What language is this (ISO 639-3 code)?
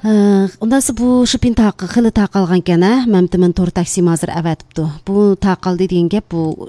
uig